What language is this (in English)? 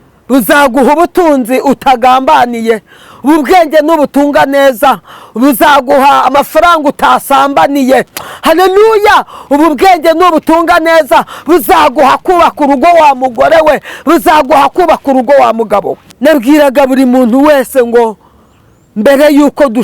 Kinyarwanda